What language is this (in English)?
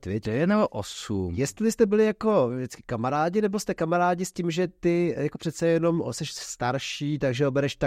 Czech